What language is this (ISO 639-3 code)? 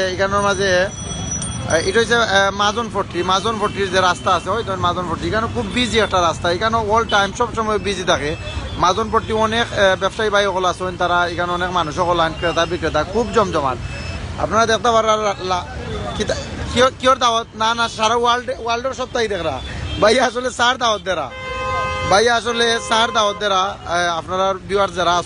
syl